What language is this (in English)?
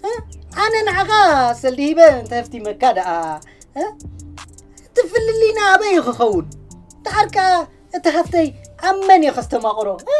Tigrinya